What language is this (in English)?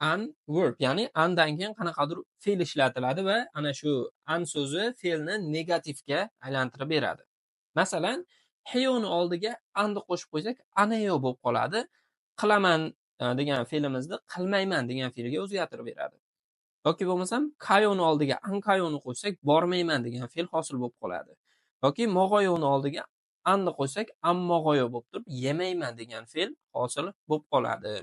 Uzbek